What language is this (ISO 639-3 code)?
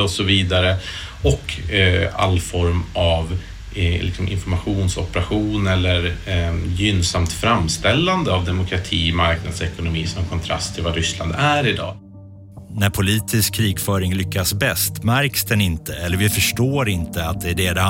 swe